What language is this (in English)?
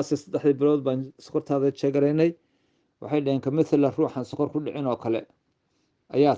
Somali